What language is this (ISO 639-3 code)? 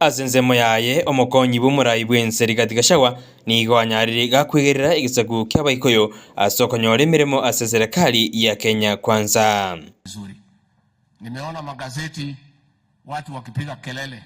guz